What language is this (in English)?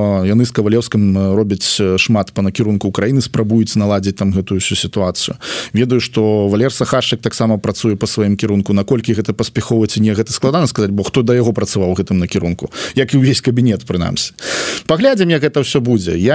Belarusian